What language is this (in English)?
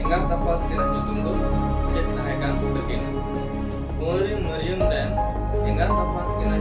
Santali